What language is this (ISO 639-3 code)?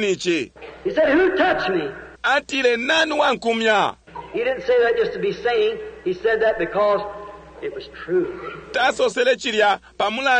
bem